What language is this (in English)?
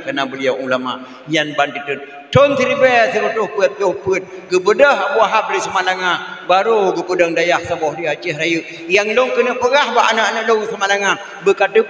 Achinese